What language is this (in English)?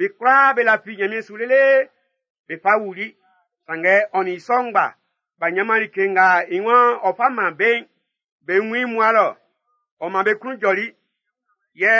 Baoulé